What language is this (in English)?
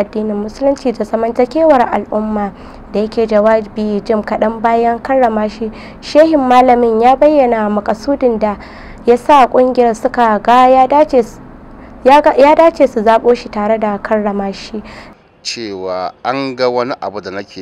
Hausa